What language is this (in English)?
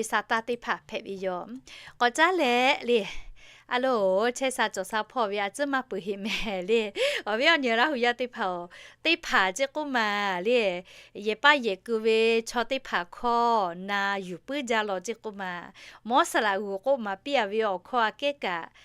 Lahu